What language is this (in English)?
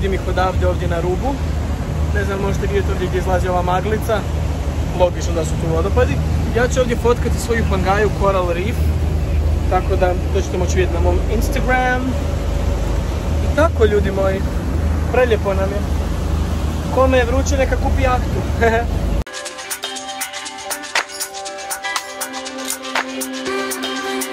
Croatian